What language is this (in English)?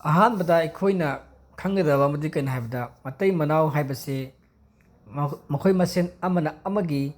Manipuri